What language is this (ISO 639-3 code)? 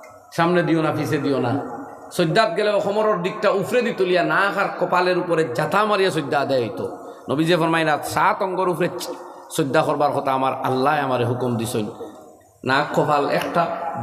syl